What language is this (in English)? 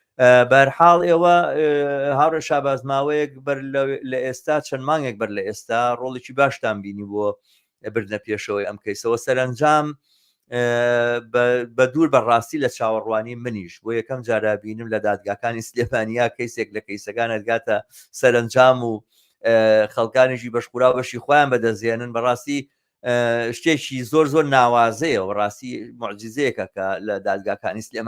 Central Kurdish